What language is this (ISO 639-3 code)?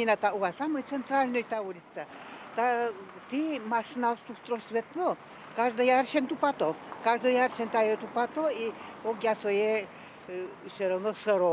udm